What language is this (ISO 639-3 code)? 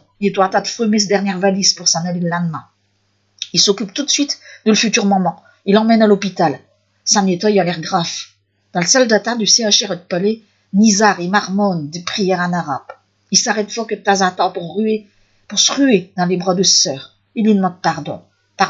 pcd